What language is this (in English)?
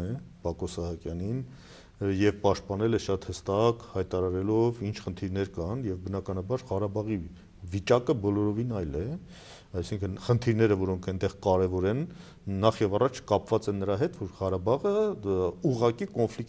Armenian